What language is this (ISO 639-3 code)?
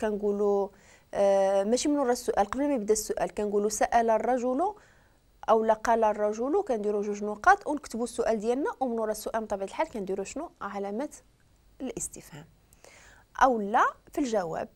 ary